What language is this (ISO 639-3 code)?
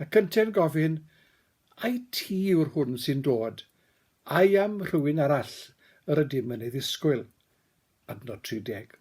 cym